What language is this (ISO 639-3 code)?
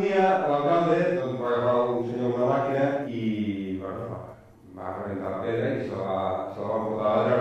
cat